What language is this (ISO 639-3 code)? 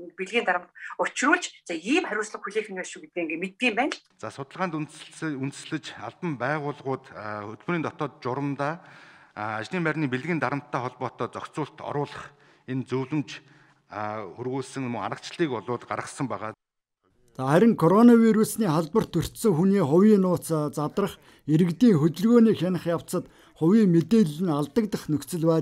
mon